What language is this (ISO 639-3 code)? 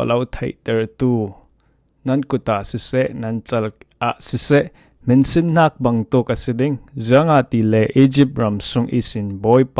cfm